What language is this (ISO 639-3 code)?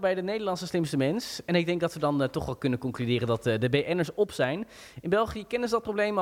nld